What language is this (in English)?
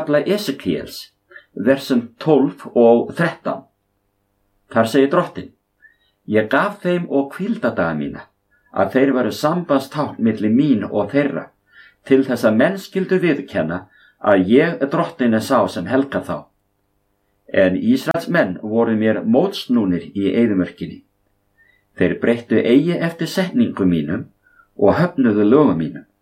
Icelandic